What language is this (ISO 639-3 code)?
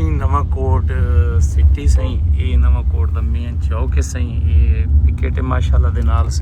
skr